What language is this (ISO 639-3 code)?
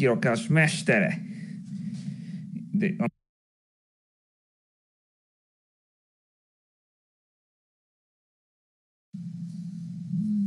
hun